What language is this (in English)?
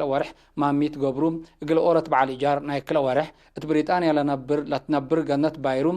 Tigre